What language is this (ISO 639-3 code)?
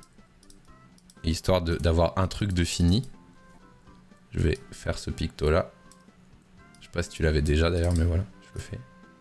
fra